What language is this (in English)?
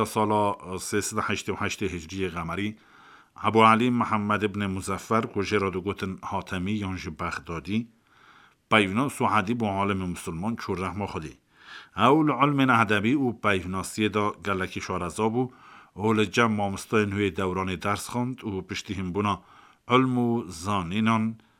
Kurdish